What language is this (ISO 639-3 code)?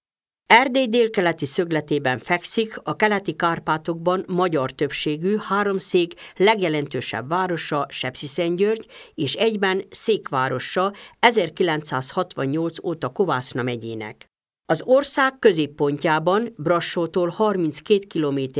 hun